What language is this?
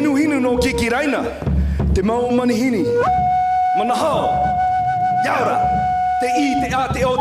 Tahitian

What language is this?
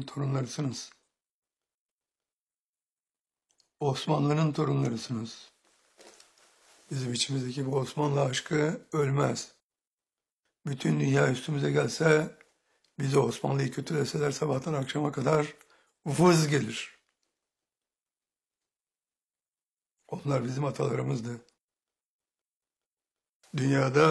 Turkish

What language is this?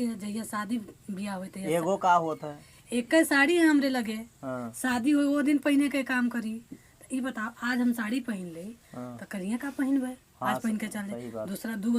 Awadhi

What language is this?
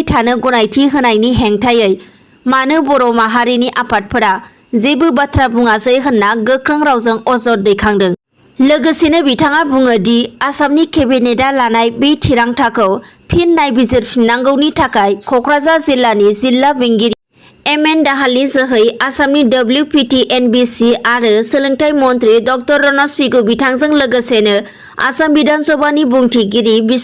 Bodo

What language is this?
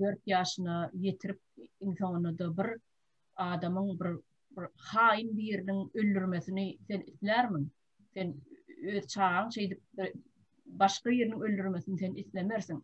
Turkmen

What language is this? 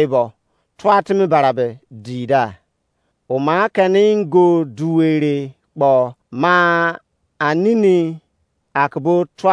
Izon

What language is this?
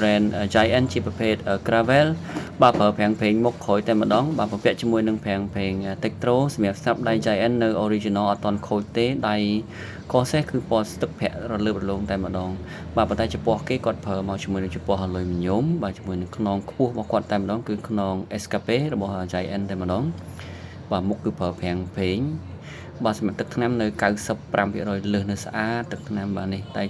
Khmer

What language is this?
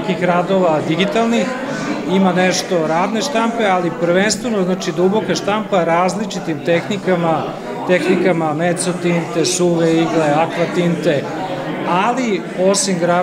Serbian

